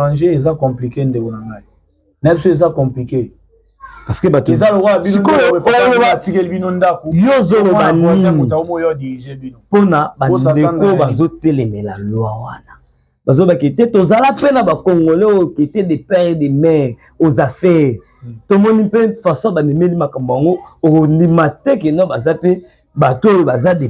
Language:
Lingala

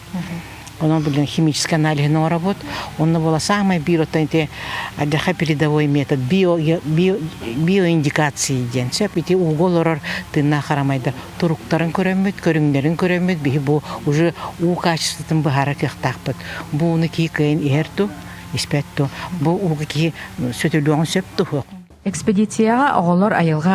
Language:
Yakut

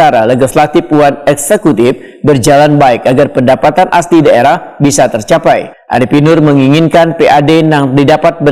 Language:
Banjar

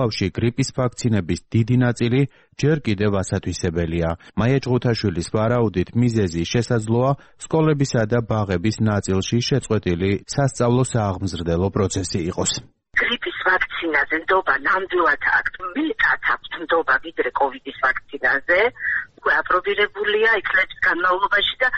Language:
Georgian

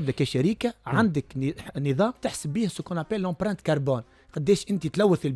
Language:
Tunisian Arabic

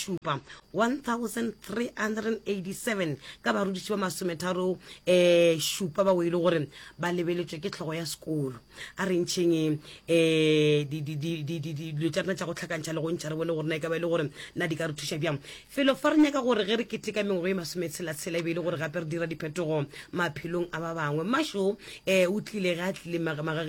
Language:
Northern Sotho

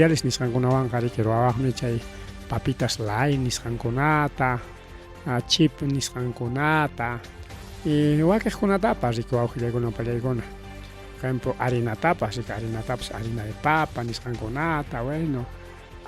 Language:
Ayacucho Quechua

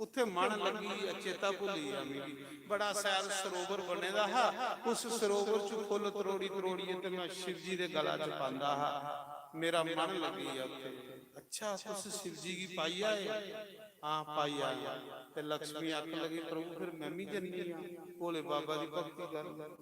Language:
Dogri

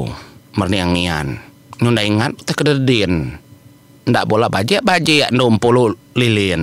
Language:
Iban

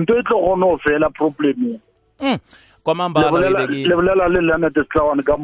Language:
South Ndebele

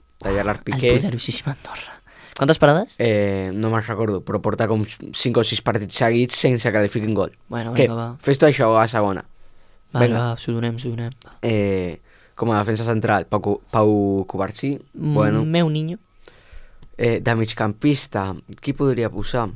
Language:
Catalan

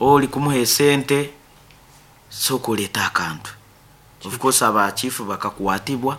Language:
Nyankole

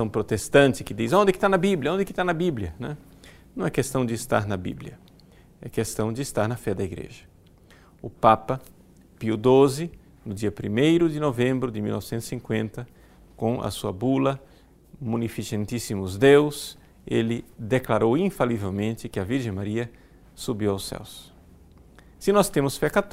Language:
Portuguese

